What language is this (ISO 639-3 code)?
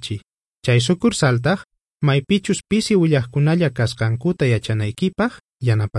quh